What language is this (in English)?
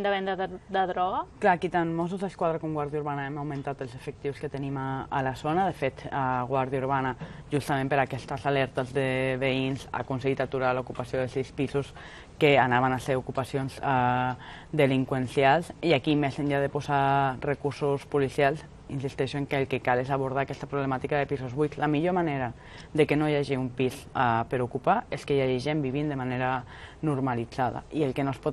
Catalan